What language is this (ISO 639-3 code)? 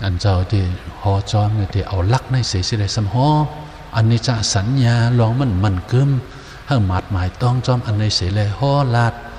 shn